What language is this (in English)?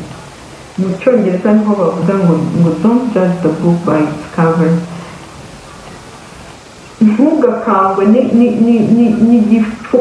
Kinyarwanda